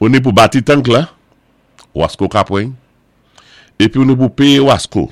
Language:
Saint Lucian Creole French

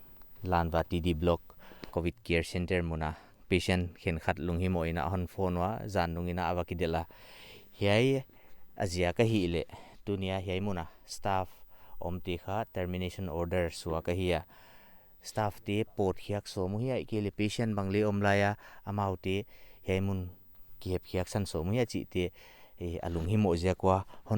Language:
Paite Chin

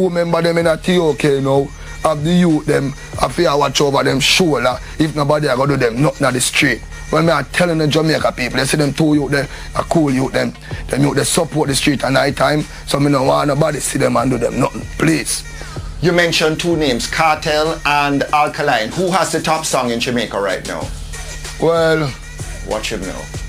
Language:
Jamaican Creole English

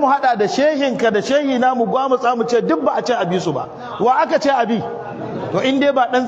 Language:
Hausa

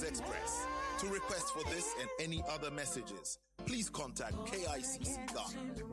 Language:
English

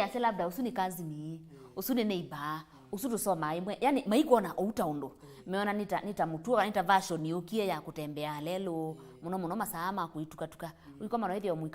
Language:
Kamba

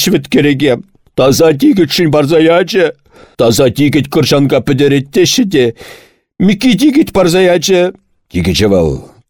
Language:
Chuvash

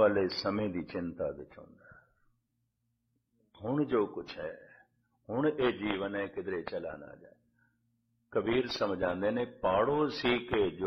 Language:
Punjabi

